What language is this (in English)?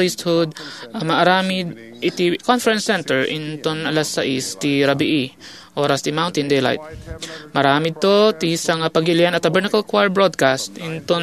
Iloko